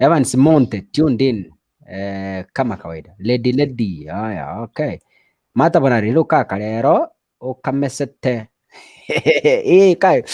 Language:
Gusii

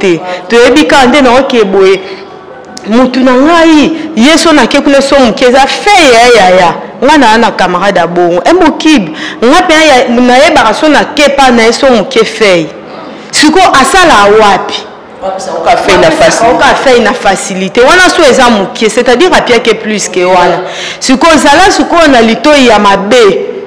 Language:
Lingala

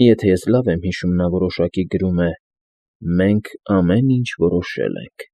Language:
Armenian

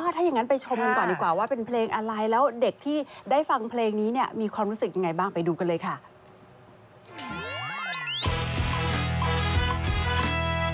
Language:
Thai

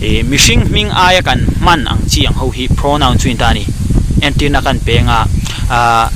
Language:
Mizo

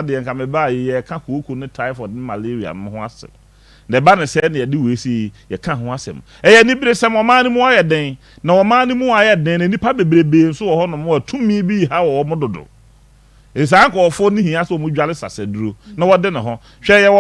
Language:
Akan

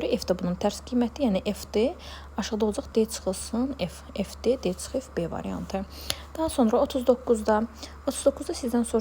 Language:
Azerbaijani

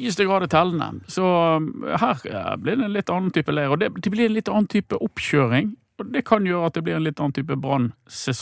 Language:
Norwegian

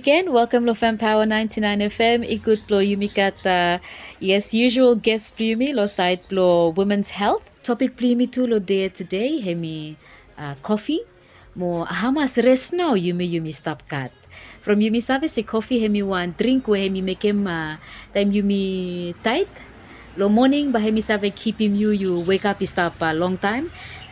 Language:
Bislama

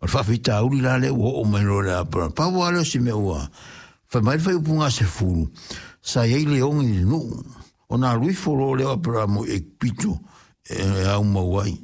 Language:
Samoan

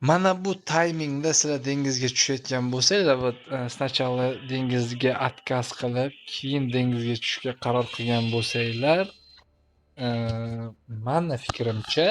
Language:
Uzbek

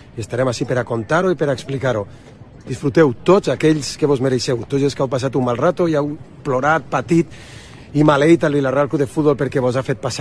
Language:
Catalan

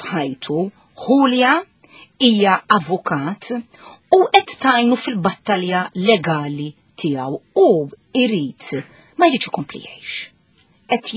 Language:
Maltese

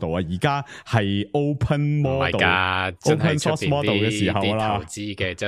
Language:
Cantonese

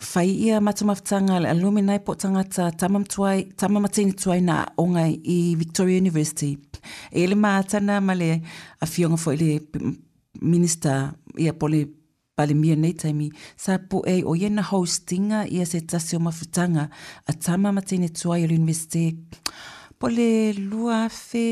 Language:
Samoan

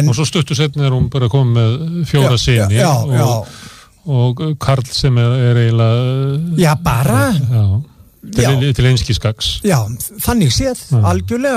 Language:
Icelandic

